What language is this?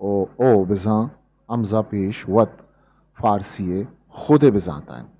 Eastern Balochi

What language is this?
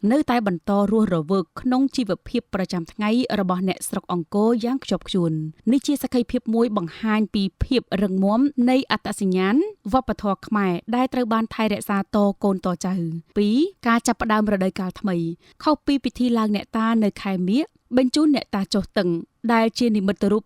Khmer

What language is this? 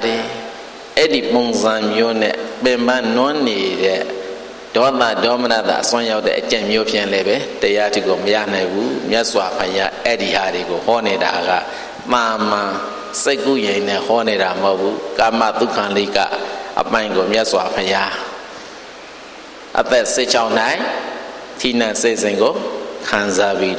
Burmese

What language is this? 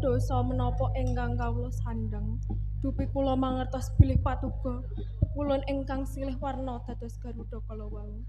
Javanese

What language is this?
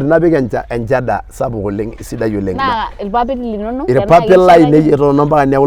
Masai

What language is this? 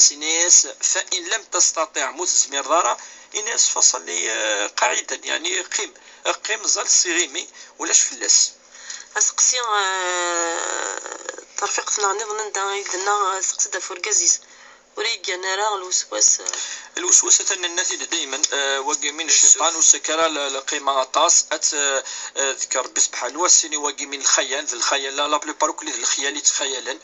Kabyle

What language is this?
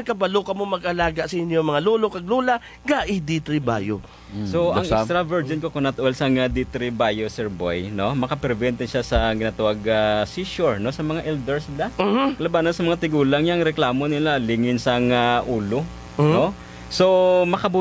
Hiligaynon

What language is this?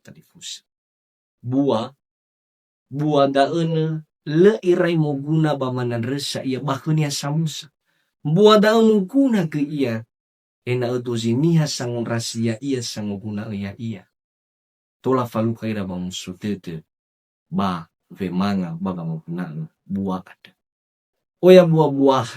Nias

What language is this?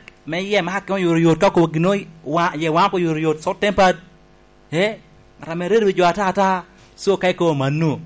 Lango (Uganda)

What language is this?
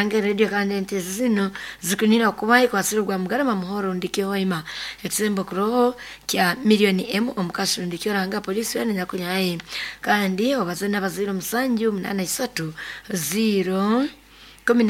Nyoro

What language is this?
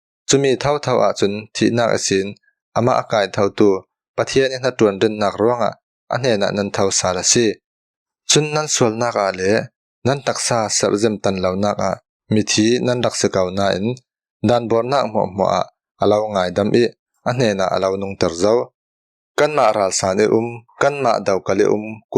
Falam Chin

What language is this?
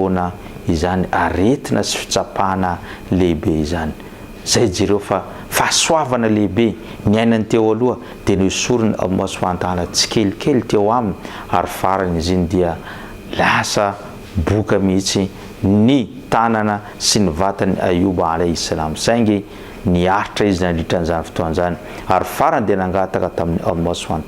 Malagasy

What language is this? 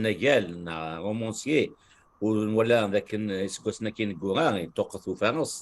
Kabyle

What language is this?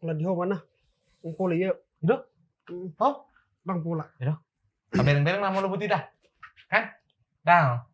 Batak Toba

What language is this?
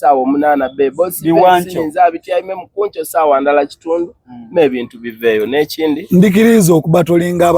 Soga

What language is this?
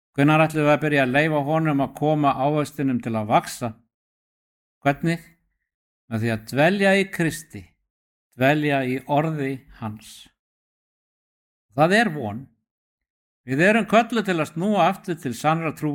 Icelandic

